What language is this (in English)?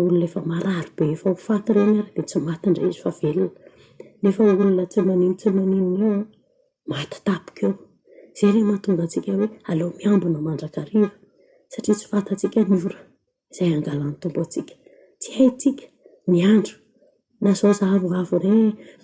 Malagasy